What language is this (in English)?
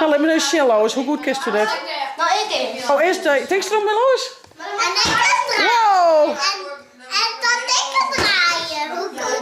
Western Frisian